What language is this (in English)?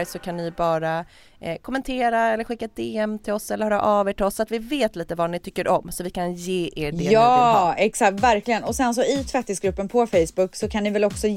Swedish